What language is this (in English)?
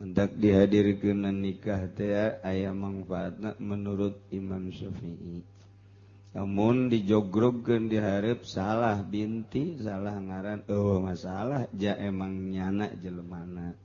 Sundanese